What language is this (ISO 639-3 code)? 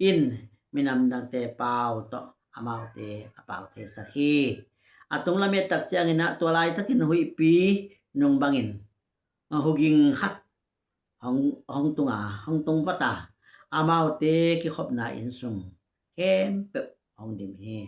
ctd